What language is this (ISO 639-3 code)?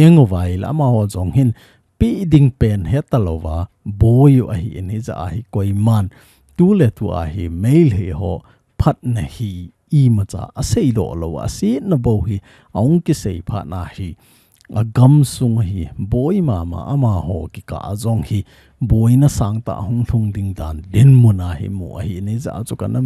tcz